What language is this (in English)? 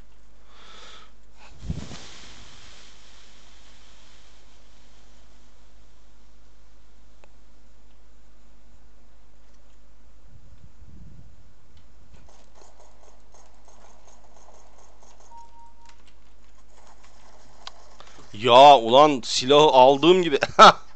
Turkish